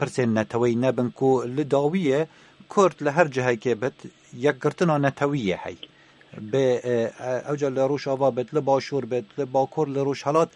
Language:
Kurdish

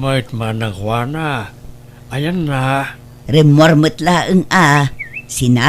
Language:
Iloko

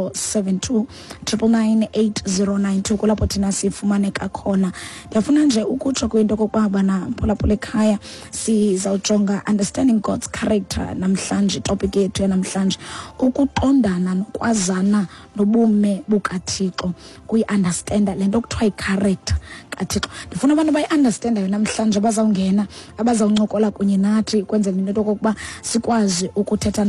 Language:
Xhosa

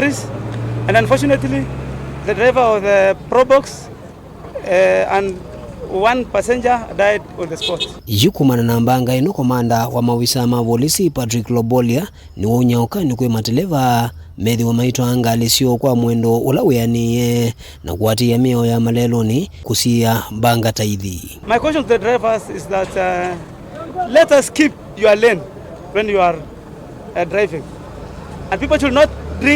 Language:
Kamba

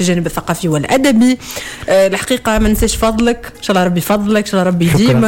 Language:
Tunisian Arabic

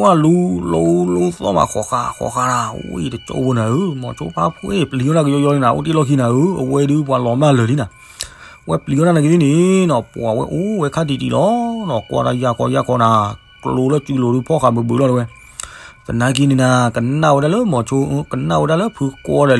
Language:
S'gaw Karen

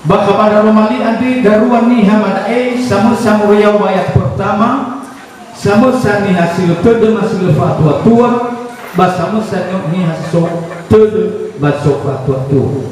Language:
Nias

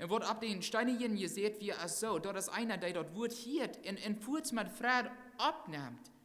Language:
Plautdietsch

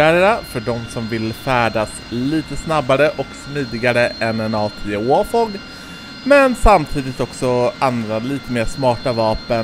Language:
Swedish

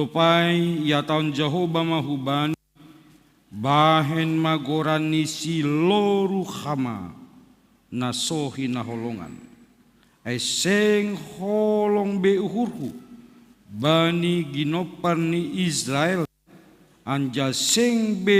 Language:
Batak Simalungun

